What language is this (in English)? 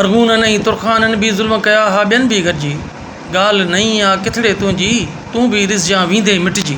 Sindhi